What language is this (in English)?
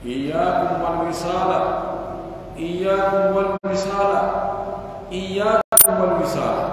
Pular